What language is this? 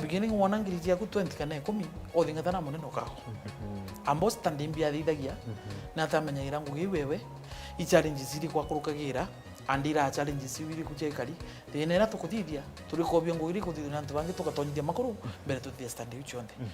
Meru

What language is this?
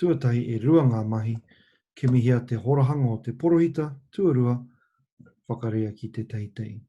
Māori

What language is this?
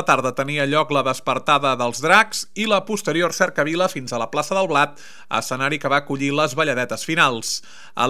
Catalan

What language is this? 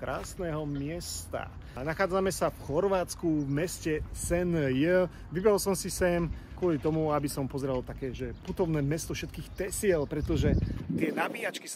Slovak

